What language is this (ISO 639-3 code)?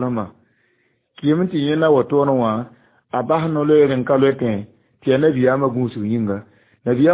mos